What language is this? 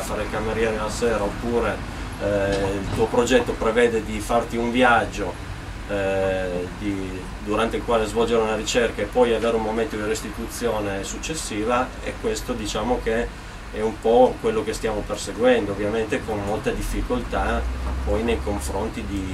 Italian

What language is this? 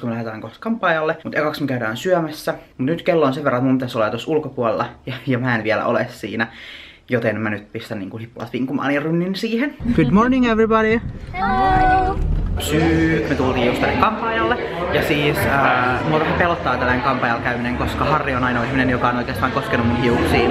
Finnish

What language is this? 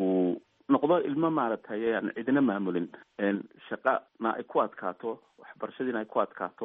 Somali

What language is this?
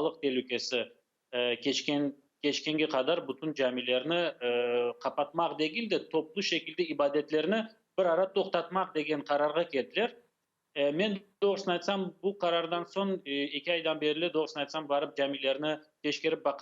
Crimean Tatar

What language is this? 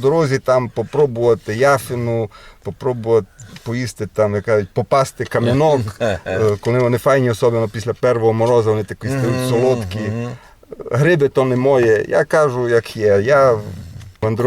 Rusyn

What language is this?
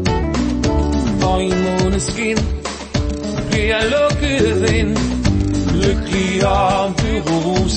Danish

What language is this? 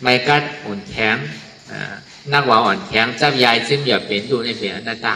Shan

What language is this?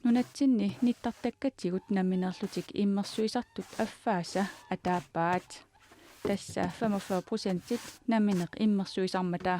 Kalaallisut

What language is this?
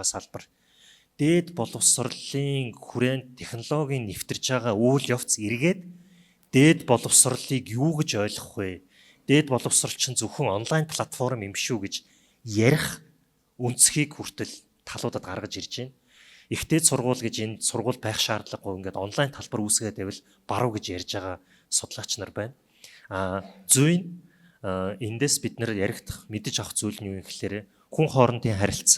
Mongolian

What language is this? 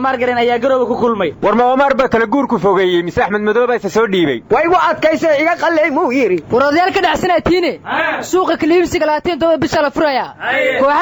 Somali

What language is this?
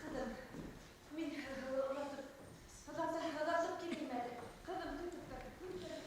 Bashkir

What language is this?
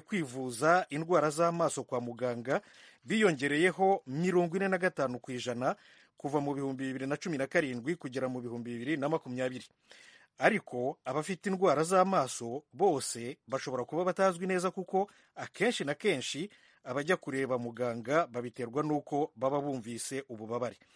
Kinyarwanda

